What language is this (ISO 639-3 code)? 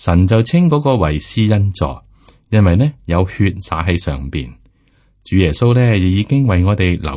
yue